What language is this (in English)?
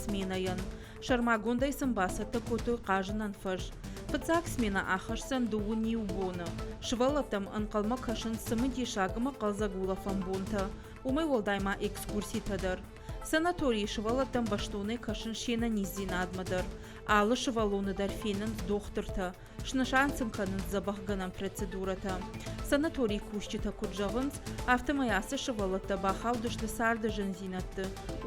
Ossetic